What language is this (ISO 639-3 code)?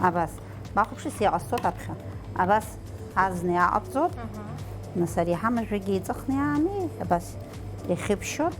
abk